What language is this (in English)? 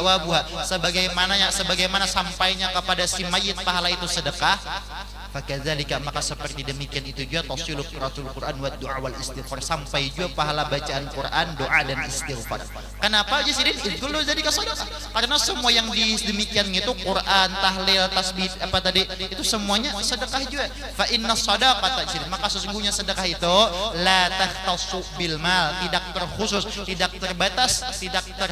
Banjar